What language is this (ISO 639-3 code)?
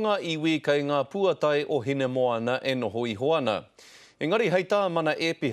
mri